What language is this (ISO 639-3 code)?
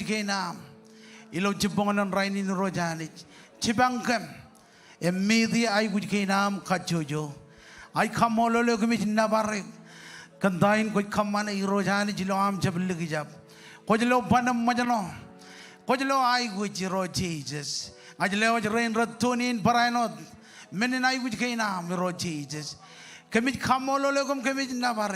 mah